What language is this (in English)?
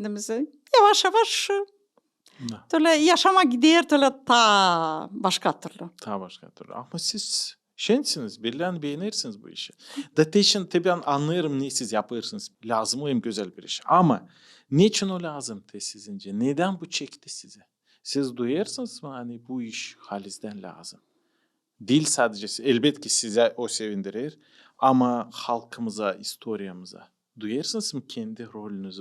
Gagauz